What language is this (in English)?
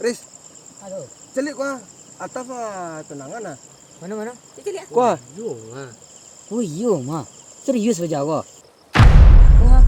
Minangkabau